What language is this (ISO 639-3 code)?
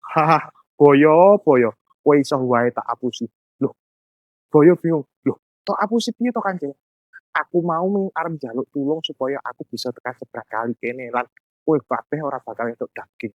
jav